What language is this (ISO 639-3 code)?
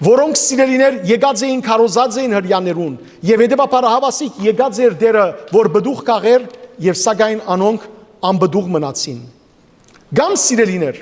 hyw